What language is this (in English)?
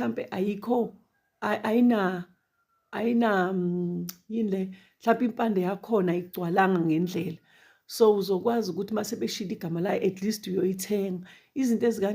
Zulu